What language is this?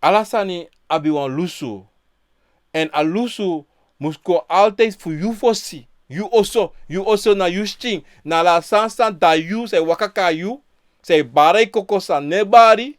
Sranan Tongo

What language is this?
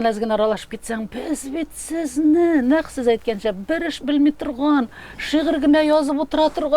Tatar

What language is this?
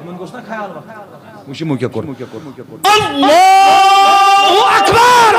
Kashmiri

